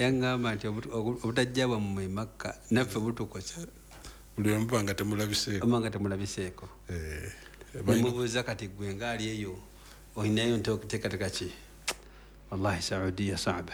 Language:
Ganda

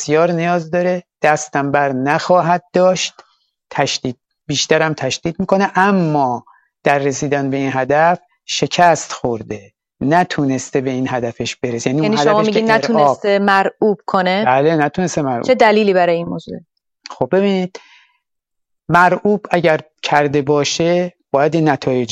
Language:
Persian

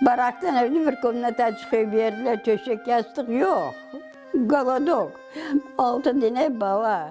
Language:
Crimean Tatar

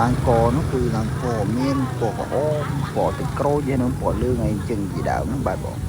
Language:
Khmer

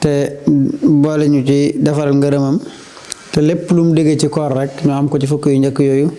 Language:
Wolof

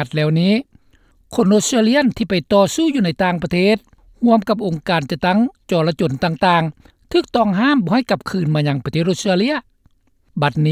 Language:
Lao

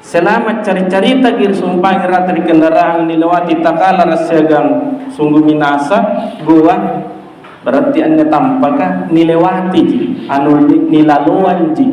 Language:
Makasar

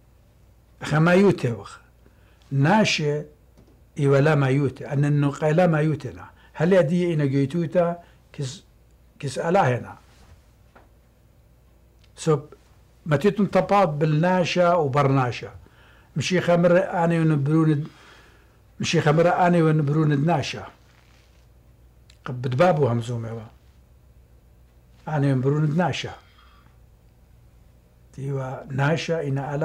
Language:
Assyrian Neo-Aramaic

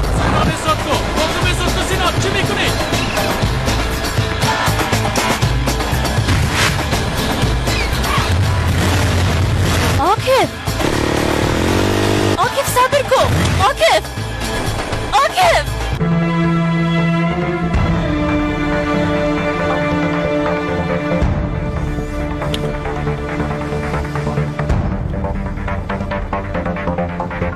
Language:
Persian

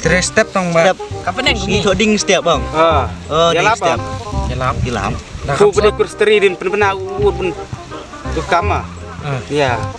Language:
Khasi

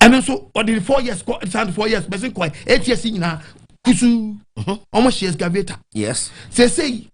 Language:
Akan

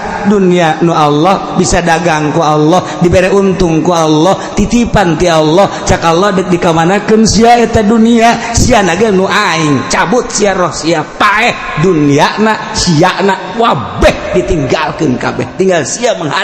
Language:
Sundanese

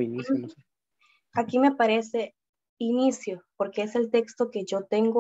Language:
Spanish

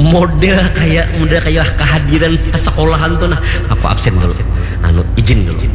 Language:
Banjar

